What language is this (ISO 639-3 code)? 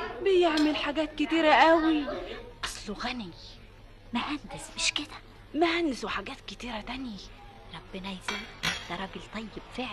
arz